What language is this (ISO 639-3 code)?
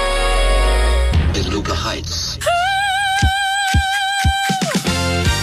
nld